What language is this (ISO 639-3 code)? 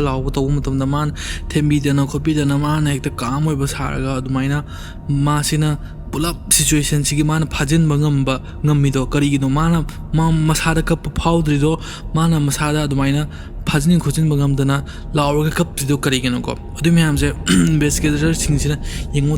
mni